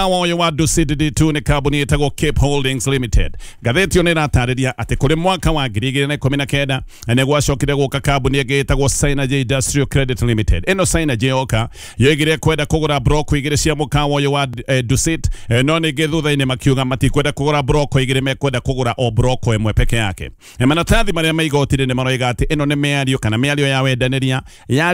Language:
Kikuyu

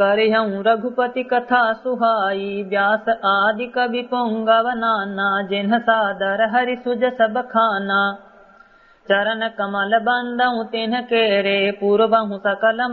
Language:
Awadhi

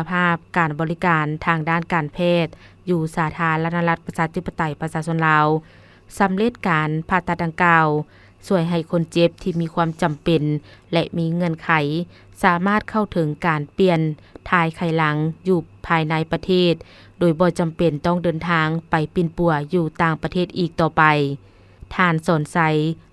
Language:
Lao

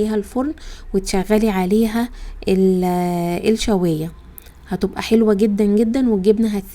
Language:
Egyptian Arabic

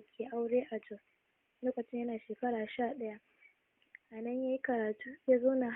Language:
Hausa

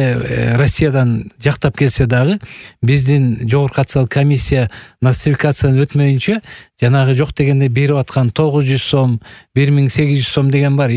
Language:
Kyrgyz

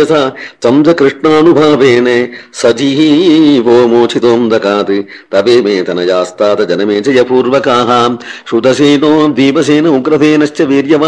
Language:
Sanskrit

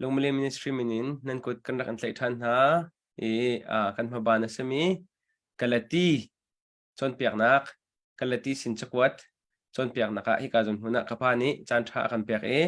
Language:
Hakha Chin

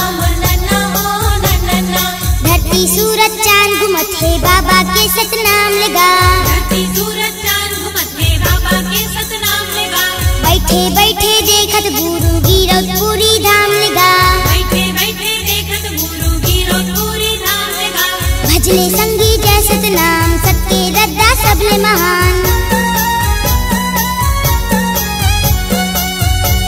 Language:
Chhattisgarhi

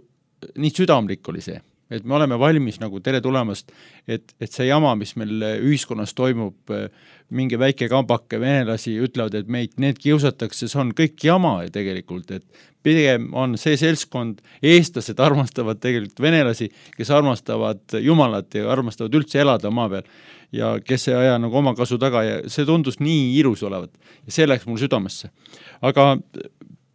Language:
Estonian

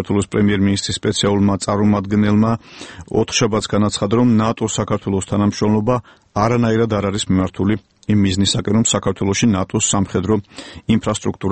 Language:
Georgian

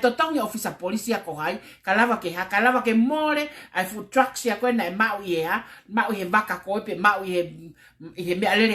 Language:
Tongan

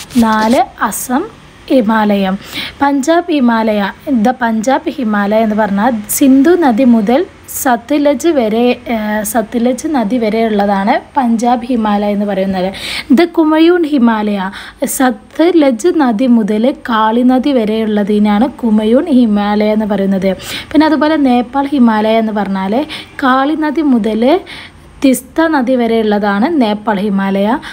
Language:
Malayalam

